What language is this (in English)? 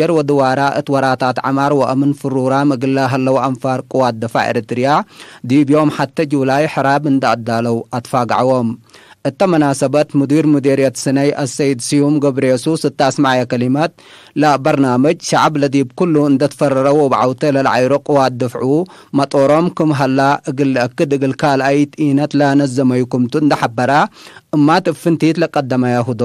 Tigre